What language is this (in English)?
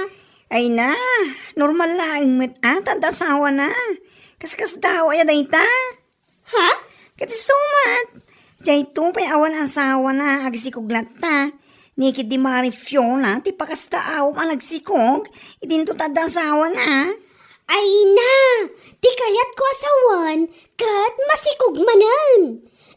Iloko